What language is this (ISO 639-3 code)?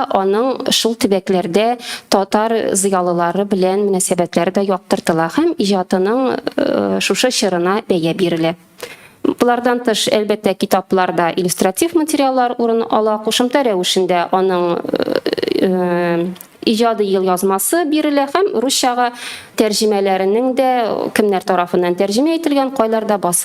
tat